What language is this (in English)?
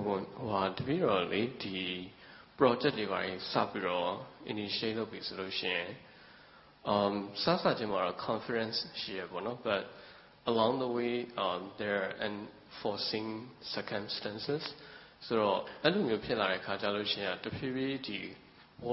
Burmese